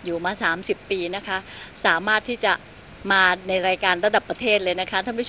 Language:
Thai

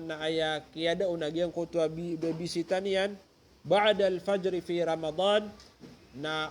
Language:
Maranao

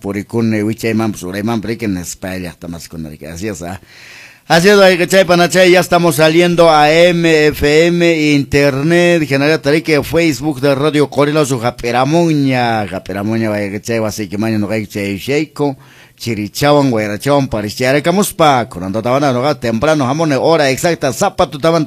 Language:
Quechua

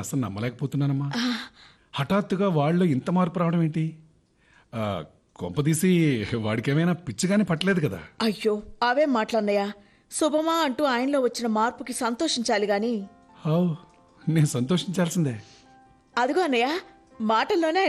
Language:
Telugu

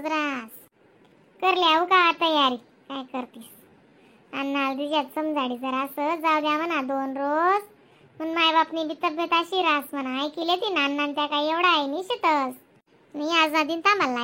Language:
Khandesi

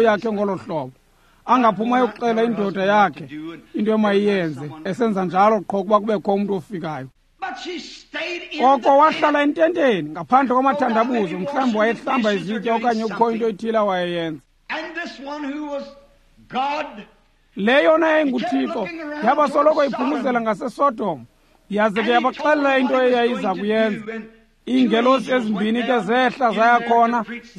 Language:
Xhosa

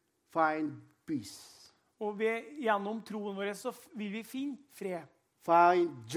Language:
Norwegian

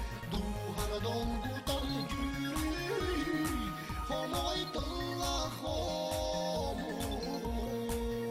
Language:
Yakut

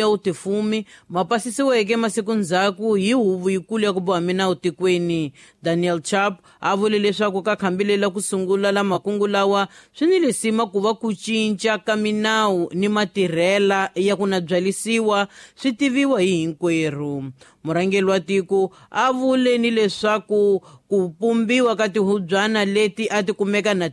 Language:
Tsonga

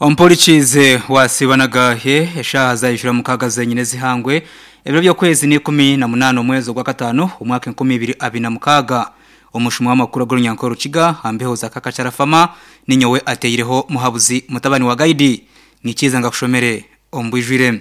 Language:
Nyankole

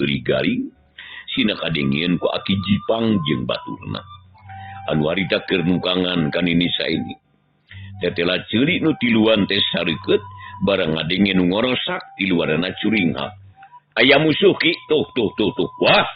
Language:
Sundanese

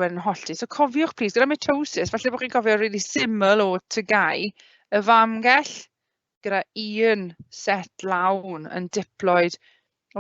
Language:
Welsh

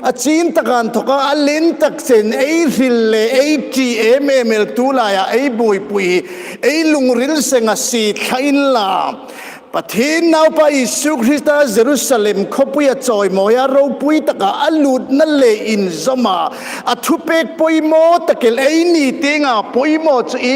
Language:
Hmar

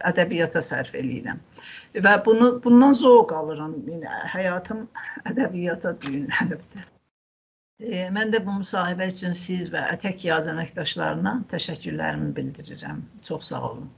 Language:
South Azerbaijani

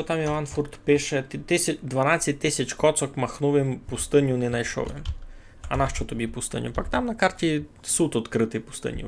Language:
Rusyn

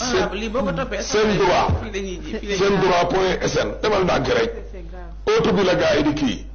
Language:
Wolof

